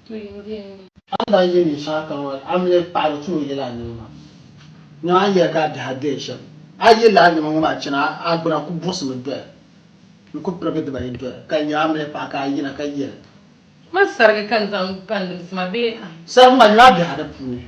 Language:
Dagbani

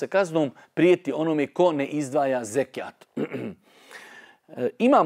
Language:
Bosnian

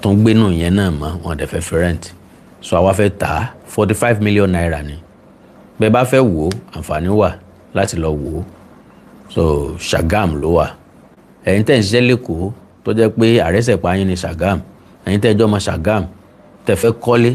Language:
Yoruba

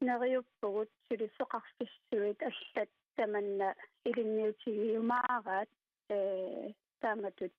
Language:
Kalaallisut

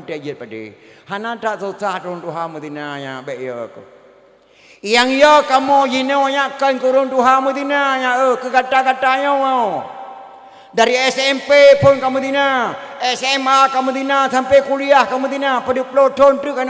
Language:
Achinese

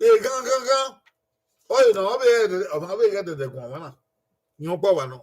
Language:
Bini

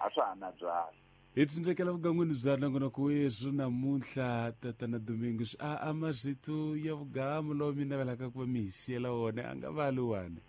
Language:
Tsonga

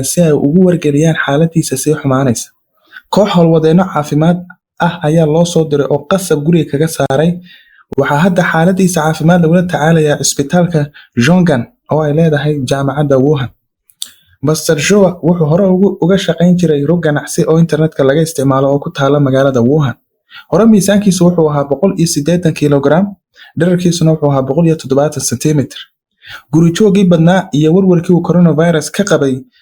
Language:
Somali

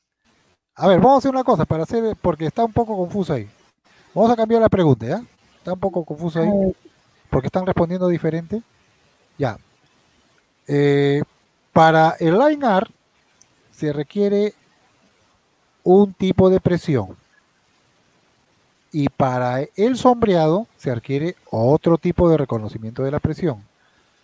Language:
Spanish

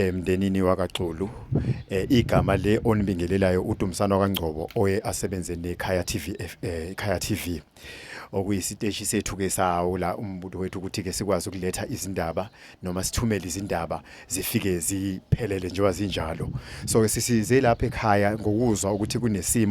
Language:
Zulu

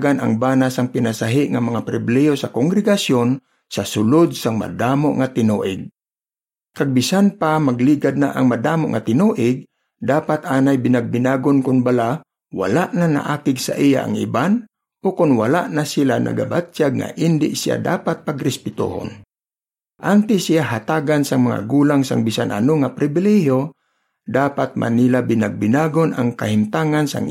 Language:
Hiligaynon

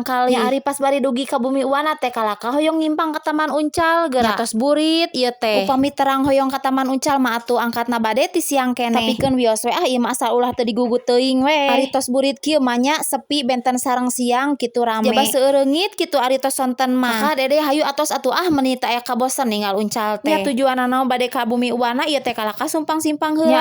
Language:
Sundanese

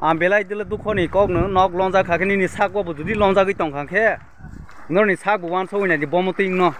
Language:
Kok Borok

